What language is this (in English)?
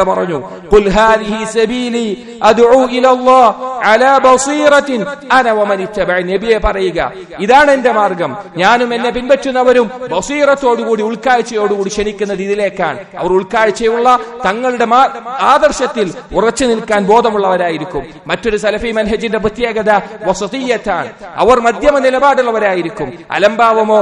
Malayalam